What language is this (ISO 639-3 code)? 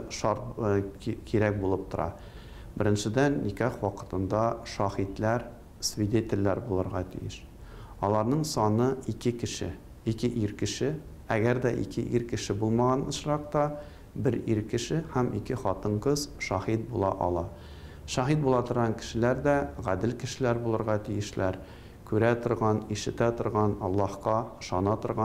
tat